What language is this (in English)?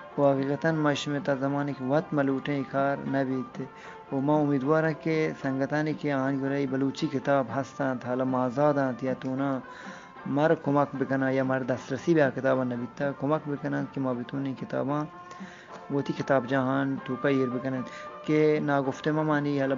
Eastern Balochi